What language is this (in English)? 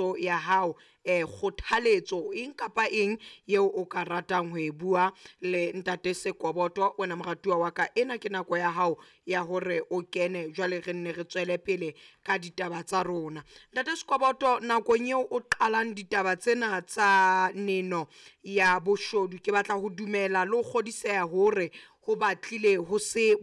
Southern Sotho